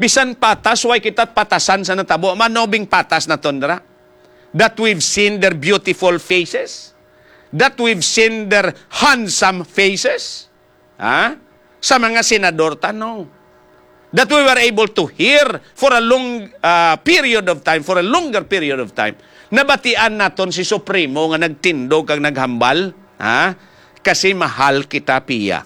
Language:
Hiligaynon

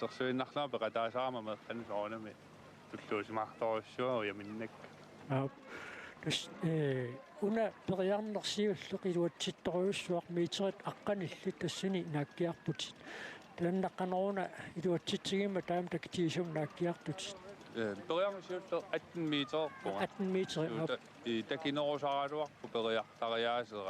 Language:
Kalaallisut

